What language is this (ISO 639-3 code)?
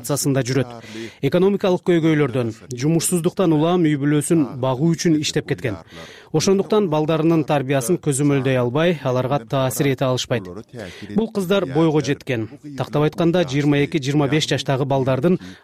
kir